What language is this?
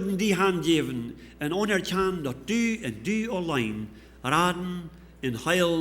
Plautdietsch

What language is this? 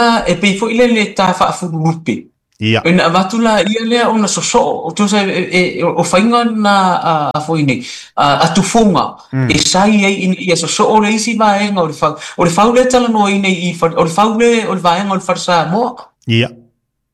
Samoan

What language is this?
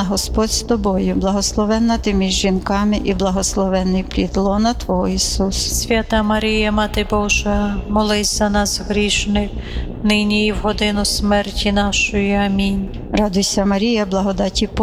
Ukrainian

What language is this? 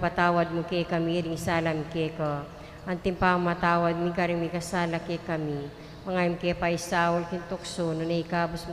Pampanga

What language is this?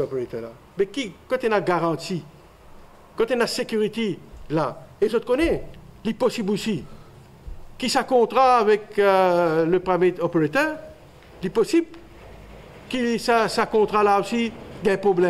Morisyen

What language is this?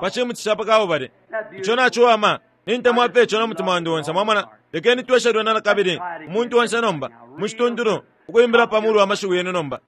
Bemba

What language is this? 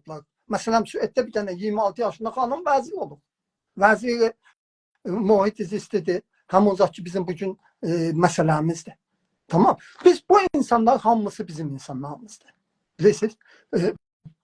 South Azerbaijani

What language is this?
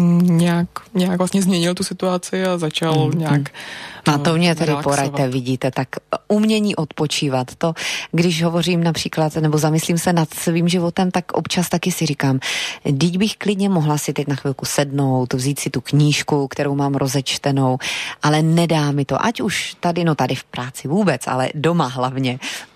Czech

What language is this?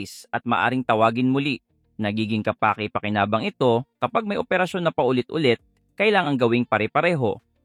Filipino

